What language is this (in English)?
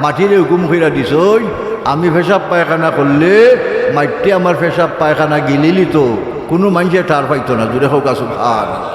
Sylheti